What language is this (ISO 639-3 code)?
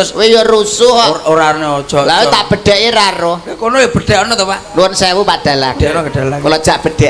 jav